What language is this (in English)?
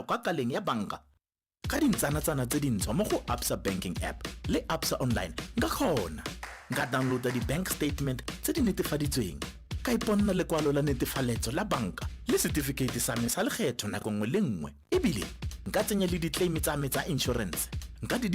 Tswana